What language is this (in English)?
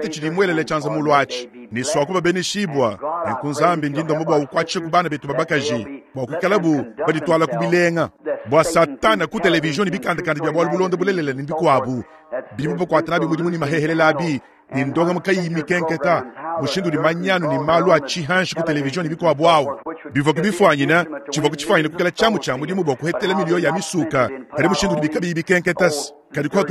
Luba-Lulua